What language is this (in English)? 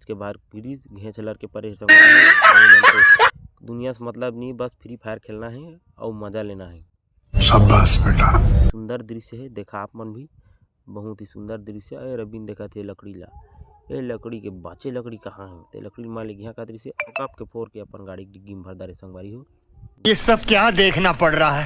Chhattisgarhi